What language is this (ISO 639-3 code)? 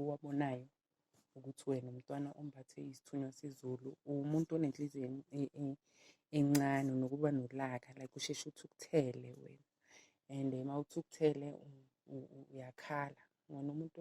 zul